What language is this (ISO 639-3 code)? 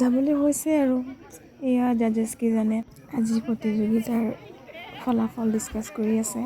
asm